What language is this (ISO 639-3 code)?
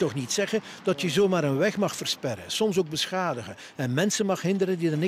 nld